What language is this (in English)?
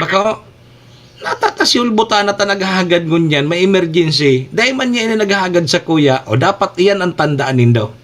Bikol